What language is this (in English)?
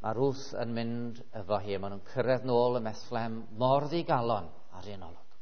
Welsh